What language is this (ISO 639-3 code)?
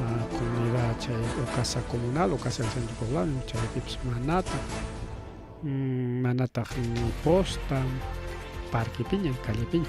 quy